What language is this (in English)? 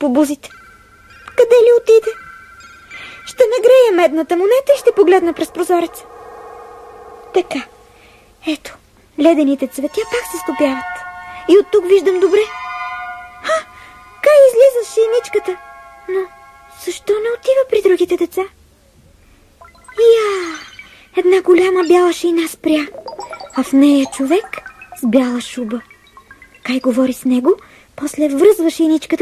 Bulgarian